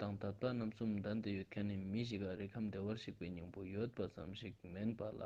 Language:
Ladakhi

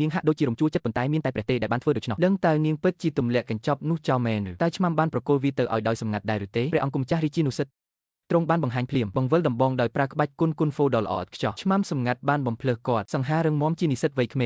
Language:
Khmer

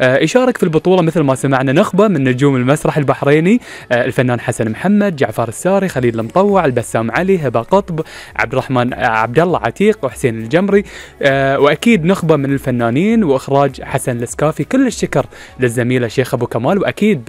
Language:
Gulf Arabic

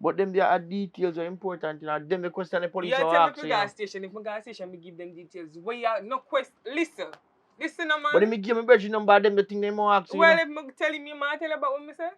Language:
Jamaican Creole English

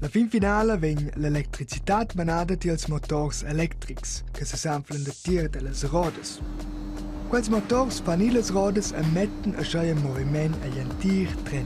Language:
Romansh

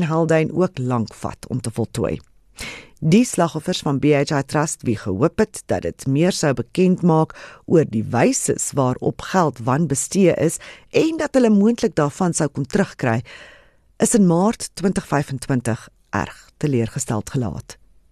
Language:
Afrikaans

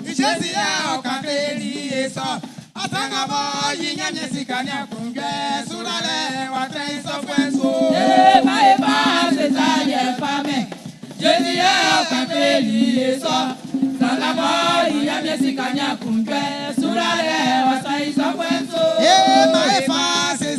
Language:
Baoulé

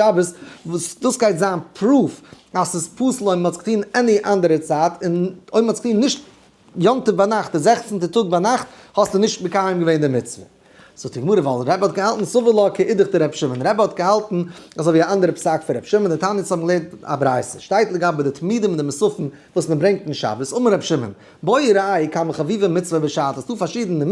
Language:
Yiddish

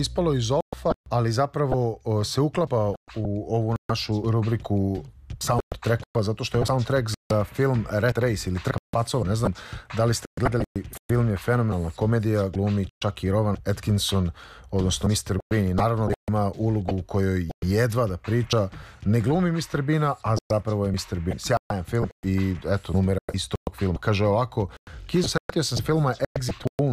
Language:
Serbian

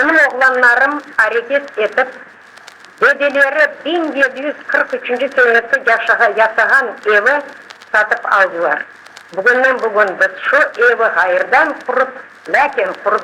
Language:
Crimean Tatar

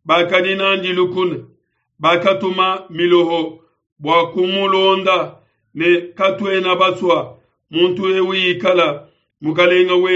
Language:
Luba-Lulua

